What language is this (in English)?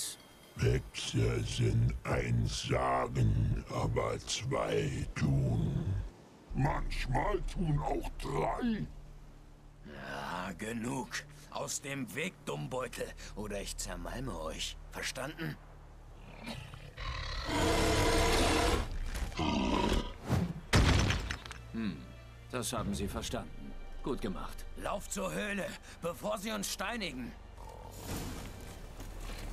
German